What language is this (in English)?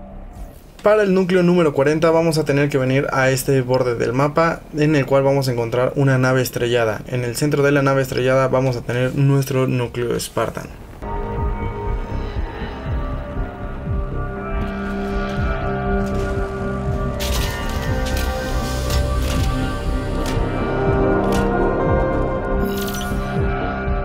Spanish